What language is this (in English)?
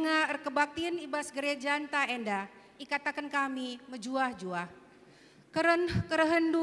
Batak Karo